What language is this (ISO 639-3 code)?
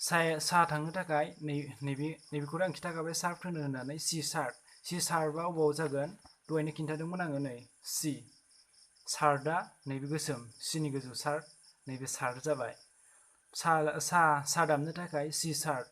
brx